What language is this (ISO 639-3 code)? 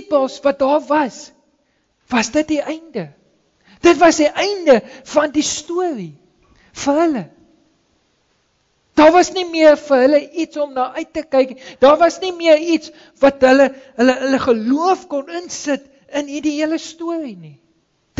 afr